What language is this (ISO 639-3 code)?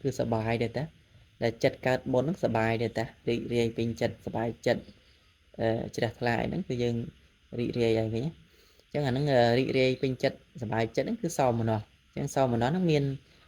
khm